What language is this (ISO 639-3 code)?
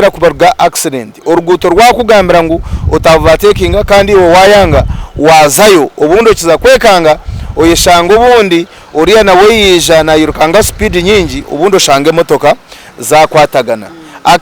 nyn